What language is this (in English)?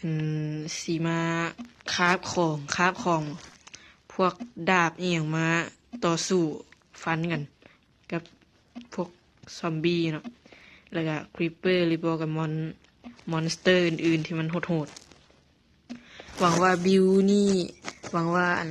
Lao